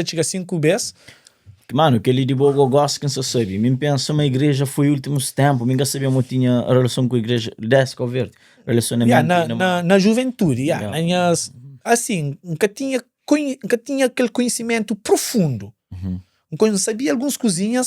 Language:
Kabuverdianu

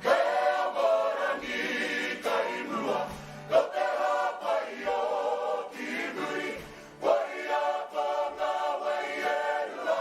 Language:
Māori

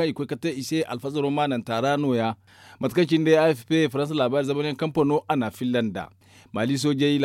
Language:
Zarma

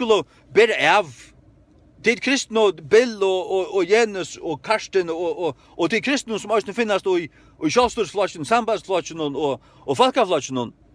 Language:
Faroese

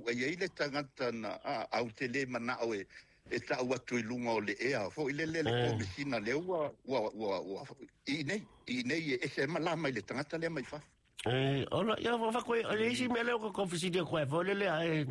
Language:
Samoan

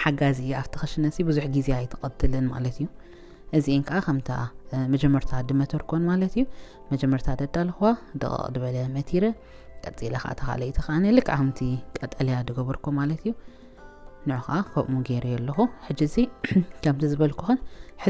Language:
Tigrinya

